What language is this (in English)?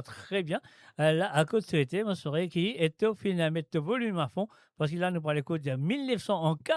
Morisyen